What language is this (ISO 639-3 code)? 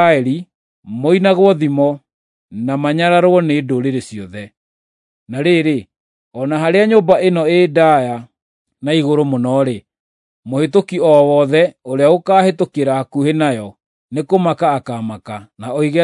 kik